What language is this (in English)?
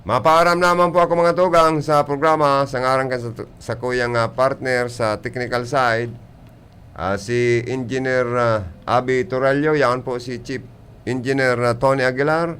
Bikol